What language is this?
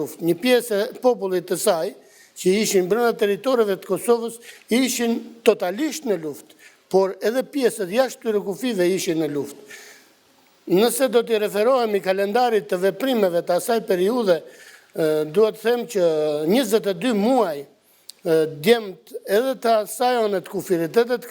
Albanian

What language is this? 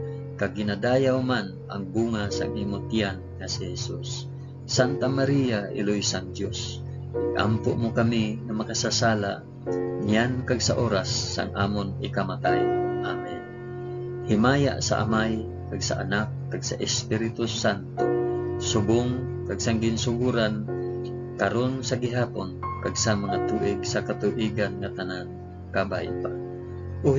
Hiligaynon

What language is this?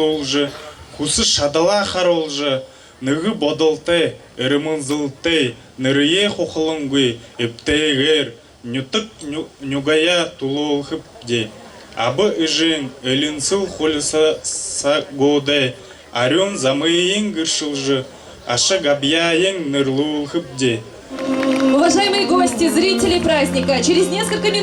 Buriat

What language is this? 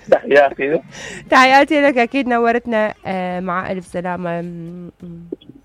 Mesopotamian Arabic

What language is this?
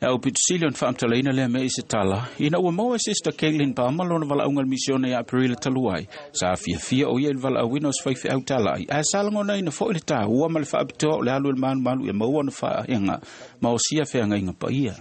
Samoan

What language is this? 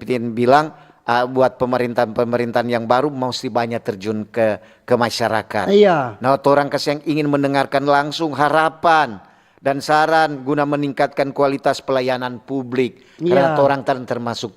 Manado Malay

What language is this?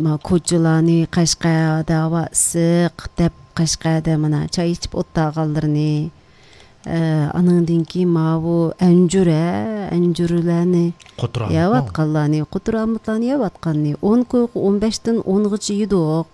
Uyghur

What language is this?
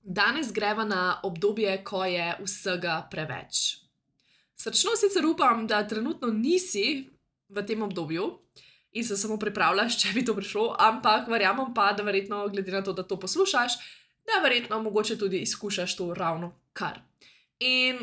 Slovenian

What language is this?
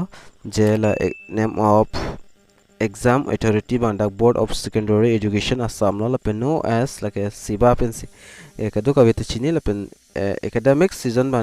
Karbi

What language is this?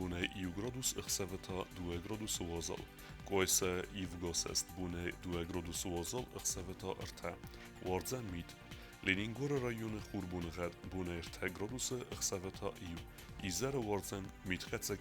Ossetic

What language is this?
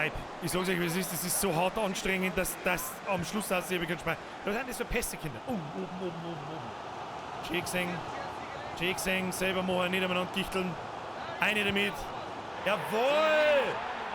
Bavarian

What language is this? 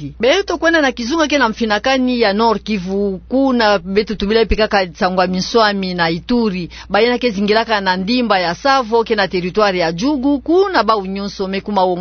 Kituba (Democratic Republic of Congo)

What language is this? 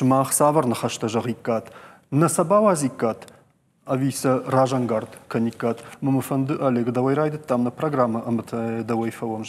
Ossetic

